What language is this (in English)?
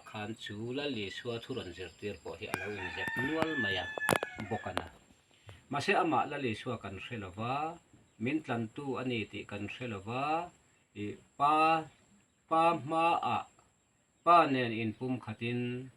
Mizo